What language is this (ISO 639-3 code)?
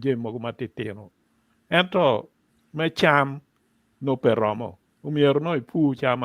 ach